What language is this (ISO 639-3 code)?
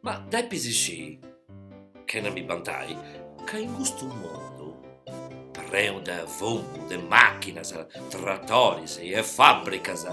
srd